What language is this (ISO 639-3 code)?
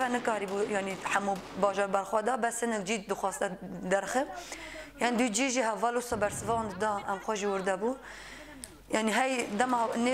kur